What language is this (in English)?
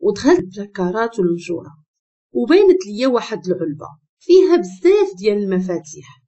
Moroccan Arabic